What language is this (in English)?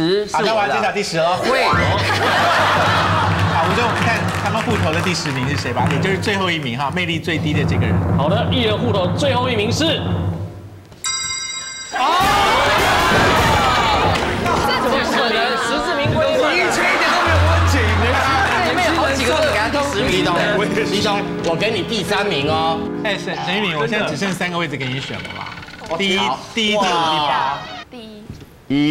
Chinese